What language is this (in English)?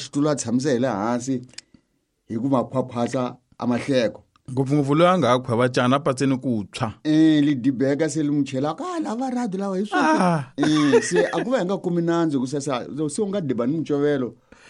Tsonga